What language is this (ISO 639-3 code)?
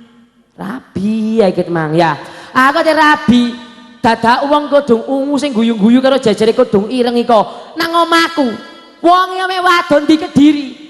jav